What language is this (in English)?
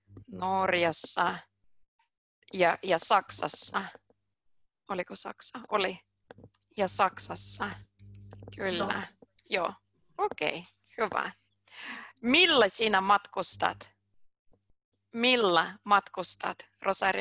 Finnish